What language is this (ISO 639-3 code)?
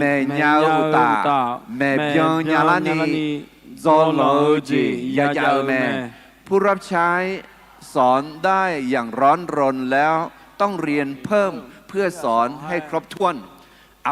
ahk